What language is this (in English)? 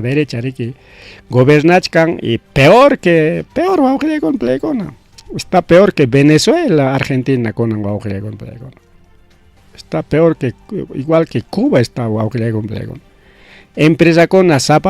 Ayacucho Quechua